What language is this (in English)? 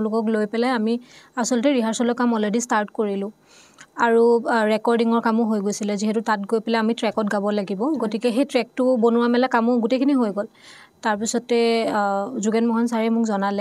Assamese